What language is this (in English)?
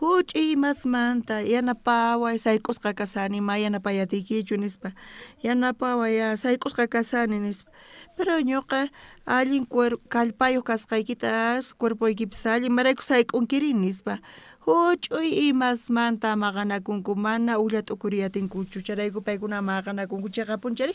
South Bolivian Quechua